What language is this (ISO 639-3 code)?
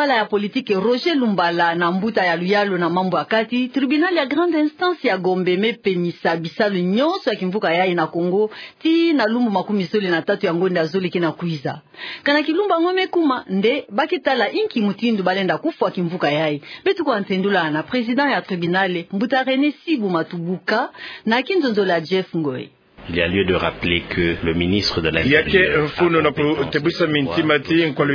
ktu